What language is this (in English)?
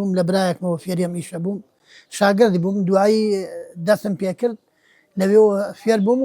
Central Kurdish